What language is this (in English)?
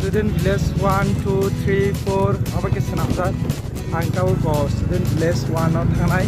Kok Borok